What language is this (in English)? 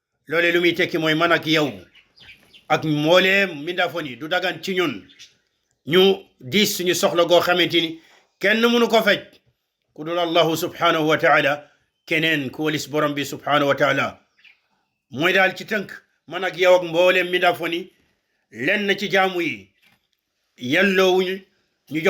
Wolof